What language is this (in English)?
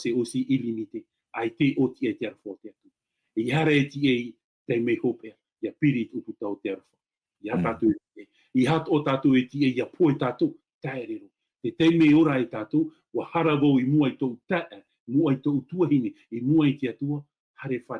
Tahitian